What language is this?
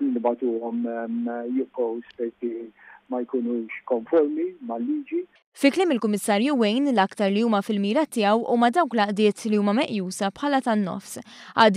Maltese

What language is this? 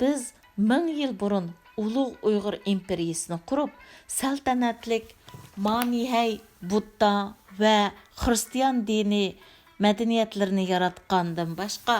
Uyghur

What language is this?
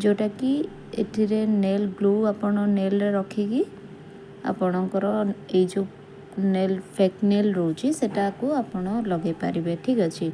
Odia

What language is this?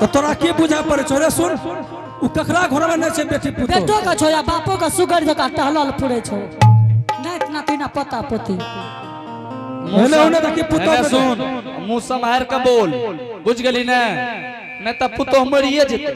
Angika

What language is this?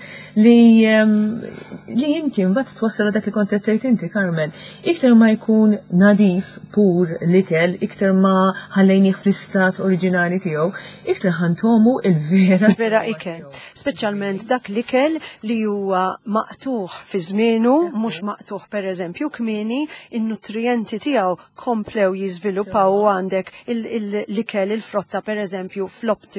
Maltese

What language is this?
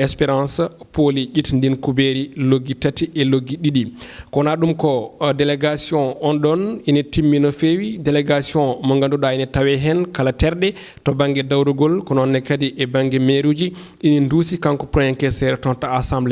Fula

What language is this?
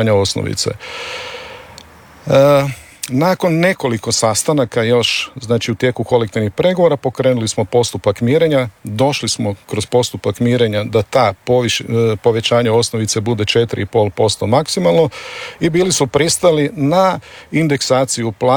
Croatian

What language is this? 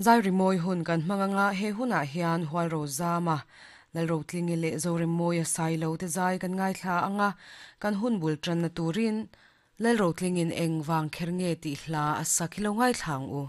Mizo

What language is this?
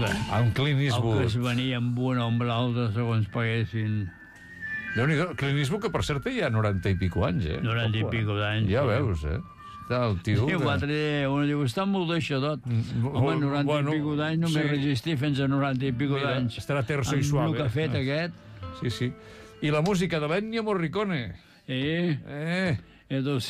Catalan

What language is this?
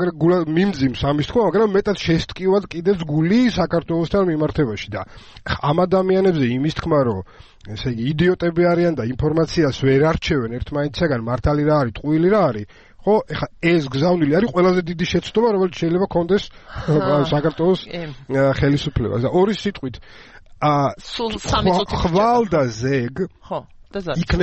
Georgian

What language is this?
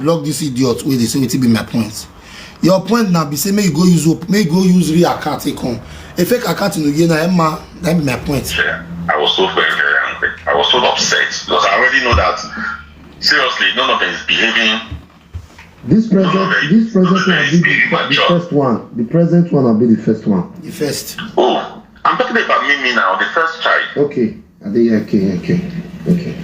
Nigerian Pidgin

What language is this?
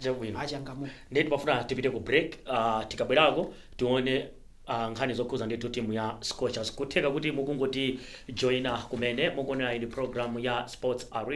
Nyanja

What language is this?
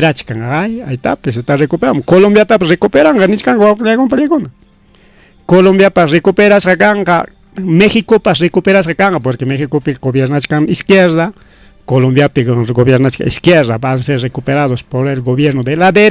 Ayacucho Quechua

